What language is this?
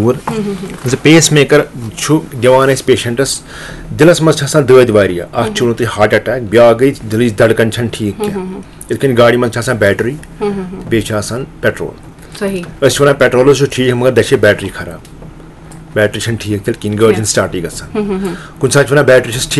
Kashmiri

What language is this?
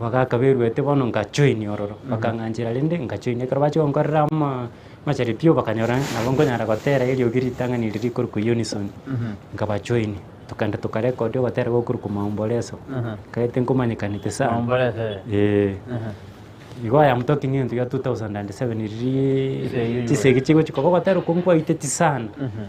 Gusii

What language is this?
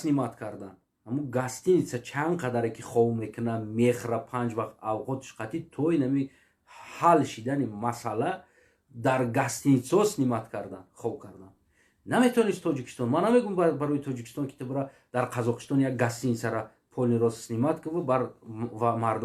Tajik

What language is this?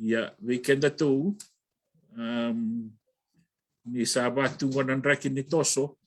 Fijian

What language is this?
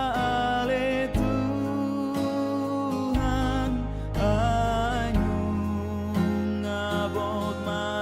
Batak Toba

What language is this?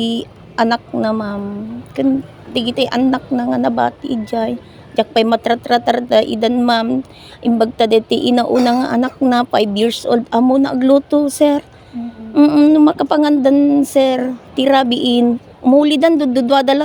Iloko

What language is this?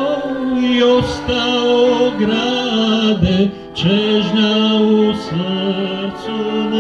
Croatian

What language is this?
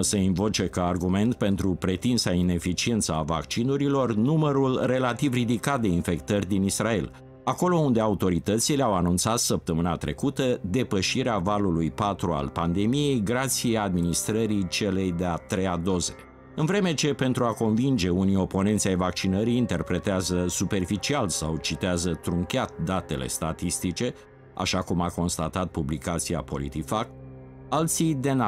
Romanian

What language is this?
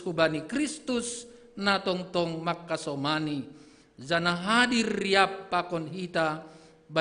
Batak Simalungun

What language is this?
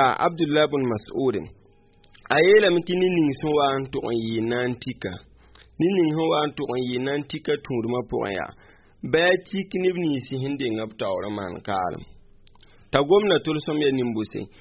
Mossi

